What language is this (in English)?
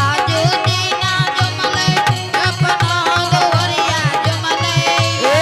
Angika